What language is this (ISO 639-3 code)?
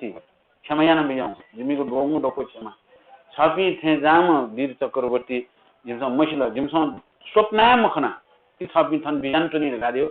new